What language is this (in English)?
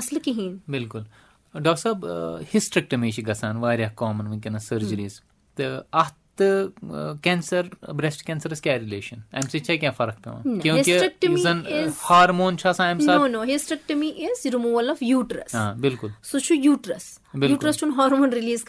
Kashmiri